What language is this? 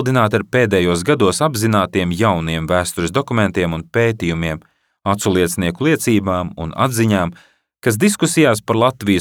Latvian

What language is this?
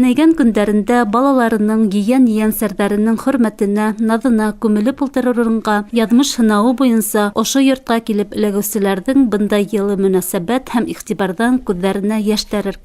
Bashkir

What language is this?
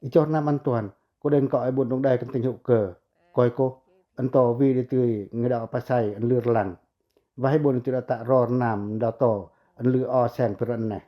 Pacoh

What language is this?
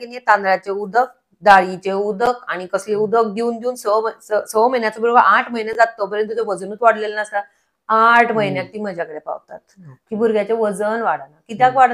Konkani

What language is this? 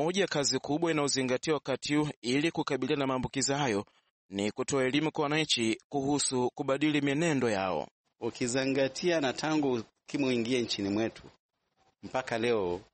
Swahili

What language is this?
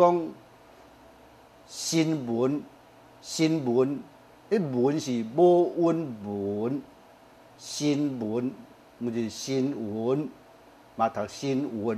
Min Nan Chinese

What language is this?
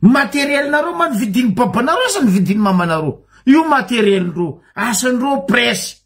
Malagasy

